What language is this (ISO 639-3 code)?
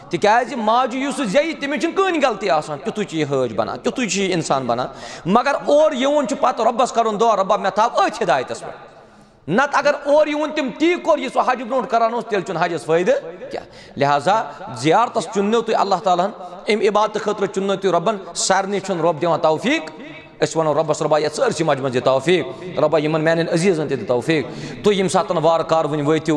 kas